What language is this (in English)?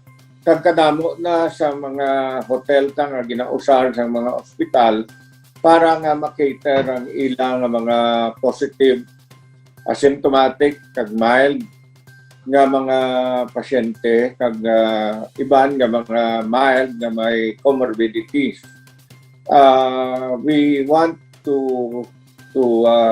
Hiligaynon